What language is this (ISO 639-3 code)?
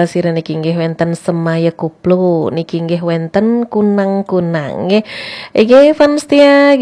ban